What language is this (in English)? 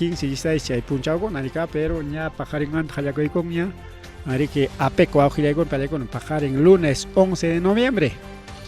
Ayacucho Quechua